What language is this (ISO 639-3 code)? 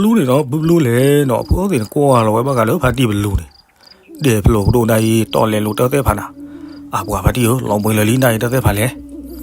ksw